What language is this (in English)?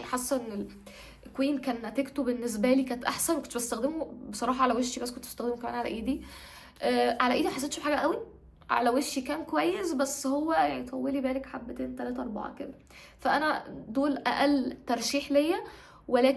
Egyptian Arabic